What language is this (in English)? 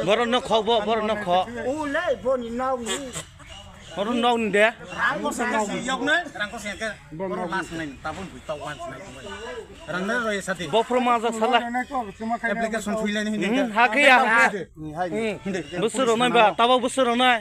Kok Borok